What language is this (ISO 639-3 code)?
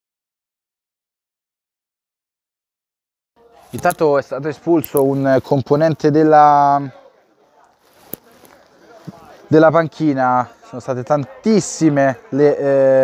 ita